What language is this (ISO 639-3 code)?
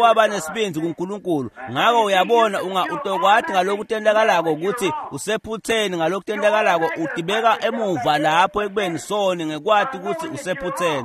ssw